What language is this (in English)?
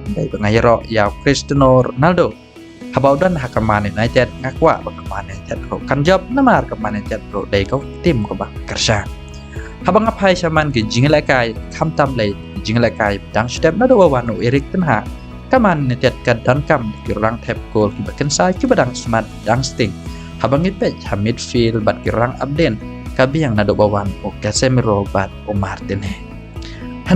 Khasi